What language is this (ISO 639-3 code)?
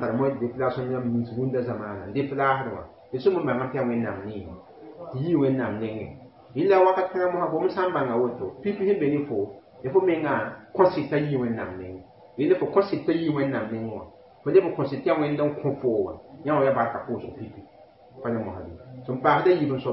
mos